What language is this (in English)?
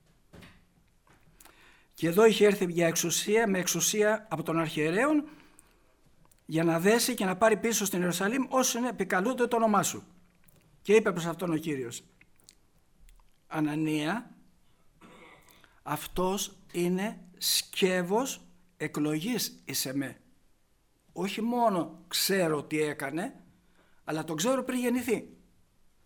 Greek